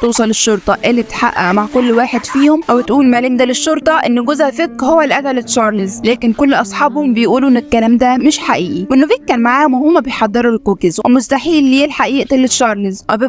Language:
Egyptian Arabic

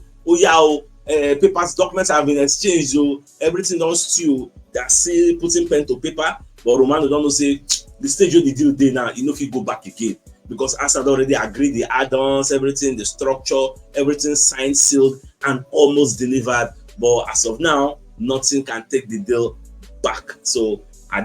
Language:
Nigerian Pidgin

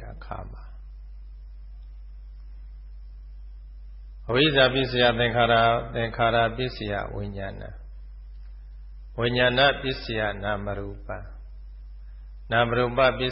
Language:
Burmese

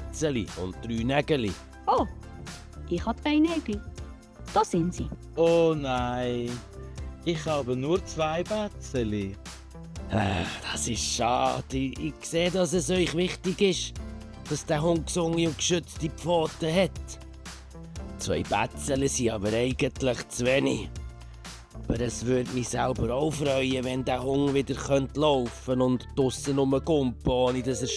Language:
Swiss German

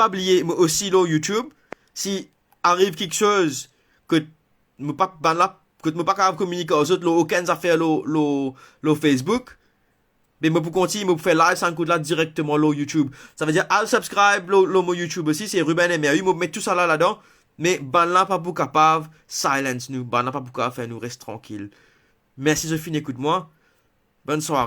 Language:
Morisyen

